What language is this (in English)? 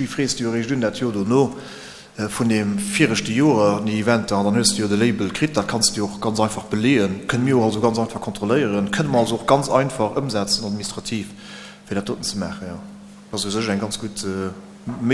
Luxembourgish